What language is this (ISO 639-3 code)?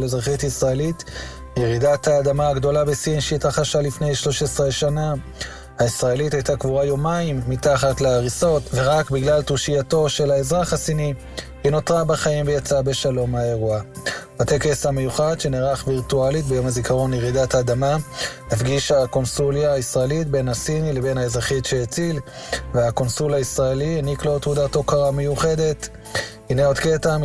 heb